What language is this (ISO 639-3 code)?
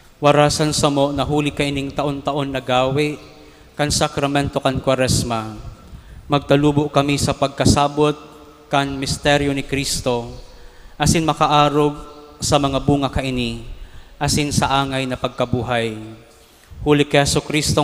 bik